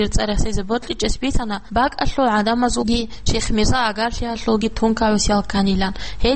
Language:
Avaric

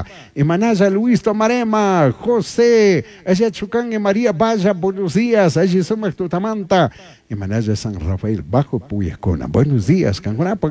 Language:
Chimborazo Highland Quichua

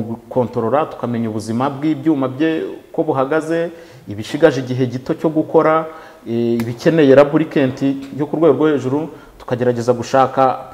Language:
Kinyarwanda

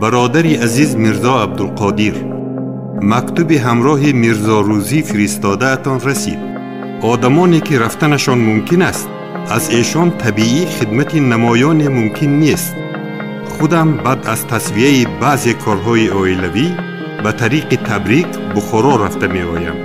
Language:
Tajik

